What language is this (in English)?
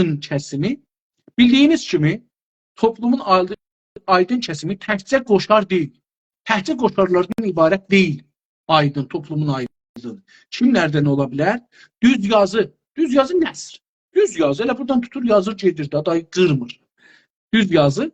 South Azerbaijani